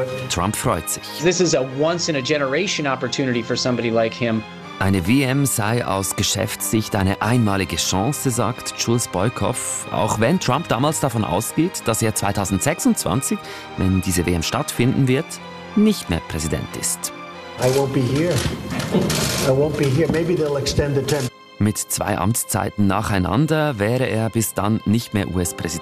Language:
German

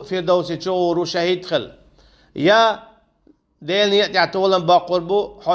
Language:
Chechen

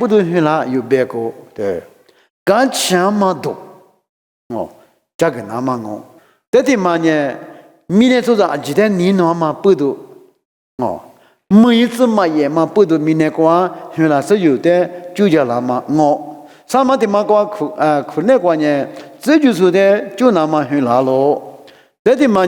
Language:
Lisu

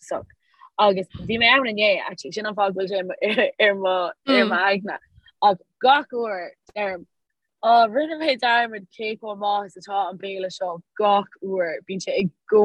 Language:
Irish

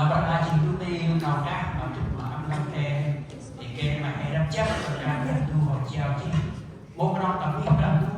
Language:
Central Mnong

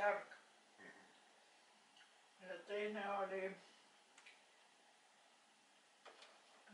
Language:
Estonian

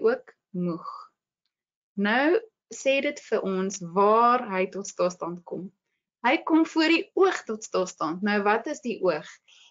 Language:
Afrikaans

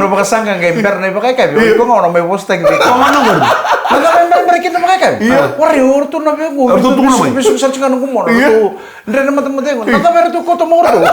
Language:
Fijian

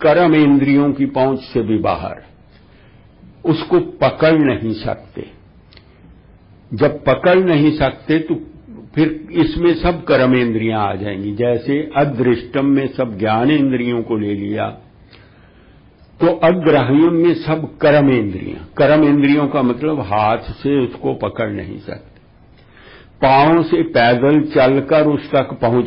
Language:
Hindi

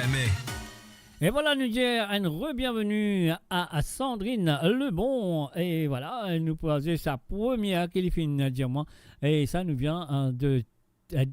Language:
Morisyen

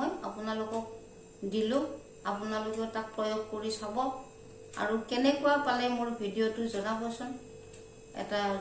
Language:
Assamese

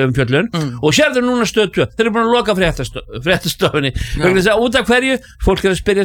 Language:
Icelandic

